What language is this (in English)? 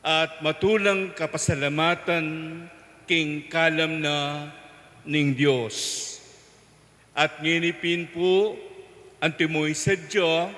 Pampanga